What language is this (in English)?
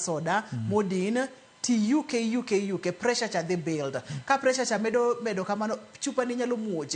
Luo (Kenya and Tanzania)